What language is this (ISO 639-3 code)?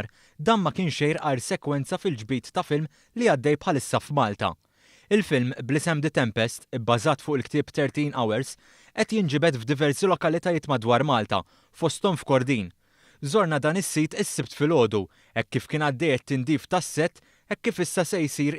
mlt